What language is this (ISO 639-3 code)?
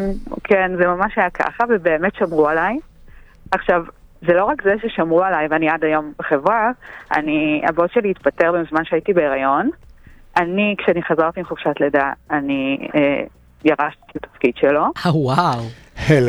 heb